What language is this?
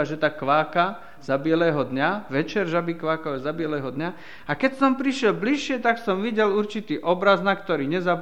Slovak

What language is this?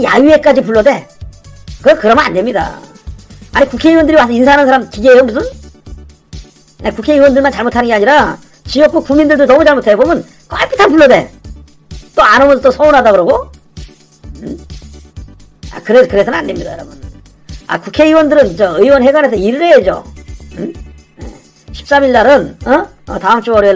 Korean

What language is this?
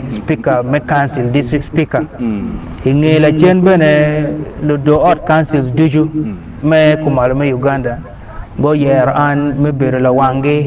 Acoli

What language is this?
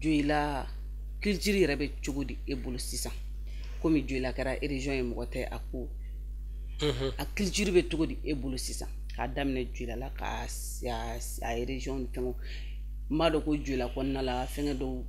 Bambara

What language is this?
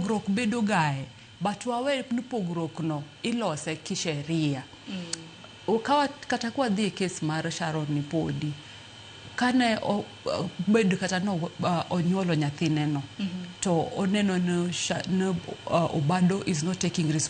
Luo (Kenya and Tanzania)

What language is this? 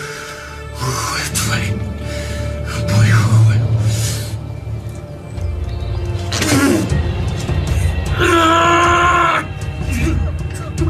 Russian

